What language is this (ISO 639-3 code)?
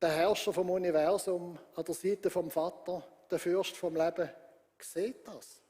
gsw